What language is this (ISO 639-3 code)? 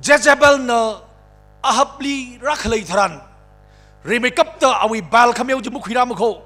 nmf